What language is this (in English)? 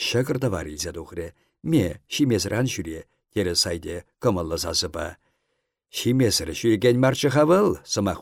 Chuvash